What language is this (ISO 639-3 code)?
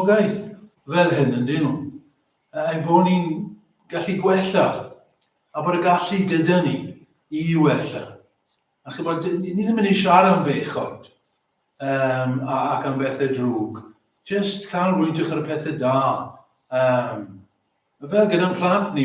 cym